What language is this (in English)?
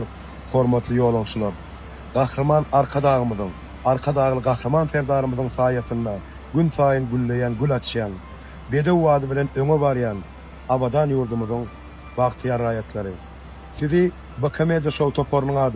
Turkmen